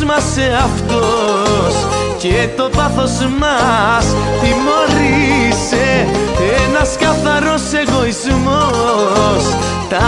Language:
Greek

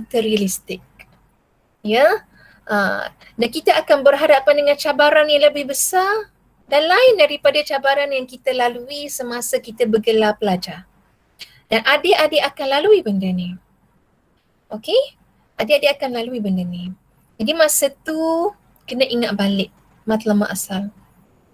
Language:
Malay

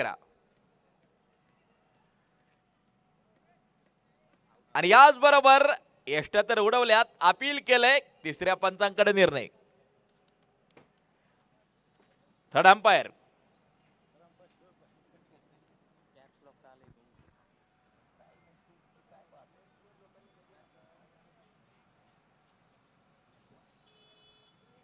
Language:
Marathi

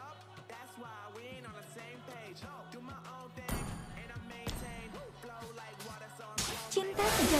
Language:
Indonesian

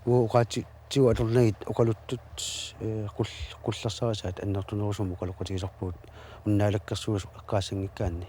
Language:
Kalaallisut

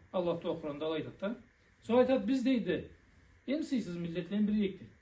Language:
Karachay-Balkar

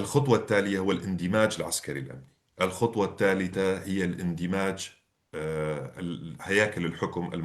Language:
North Levantine Arabic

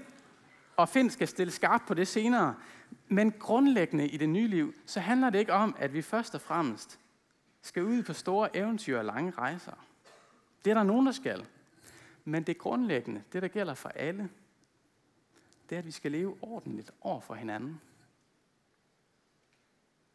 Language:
Danish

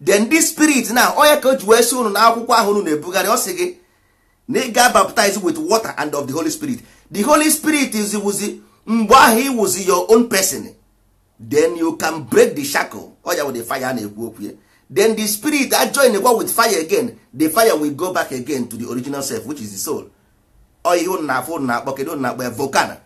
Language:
Igbo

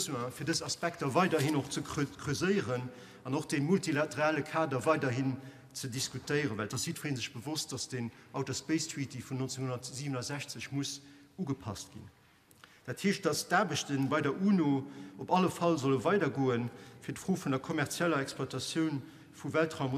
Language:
Luxembourgish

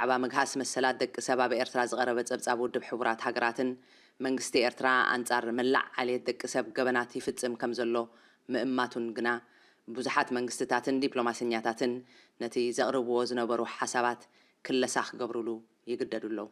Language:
Tigrinya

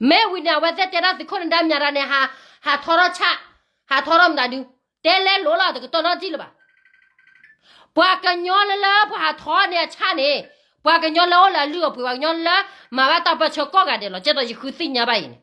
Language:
S'gaw Karen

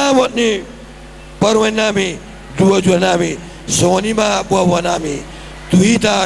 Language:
Batak Toba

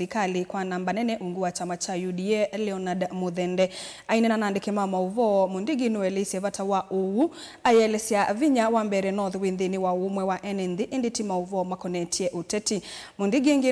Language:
Kamba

